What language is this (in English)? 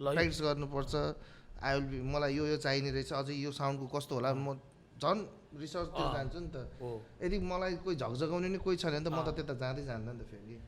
Nepali